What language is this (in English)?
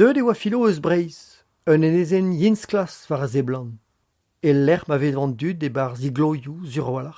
Breton